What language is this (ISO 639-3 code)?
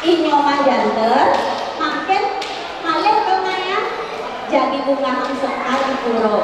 ban